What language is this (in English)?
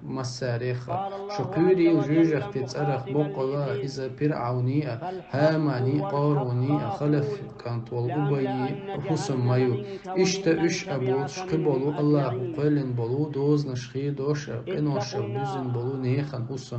Chechen